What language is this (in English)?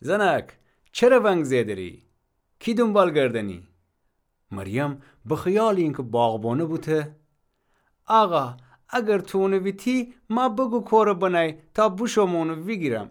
Gilaki